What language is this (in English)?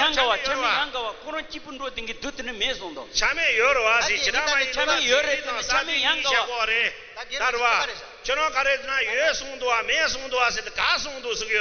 Tibetan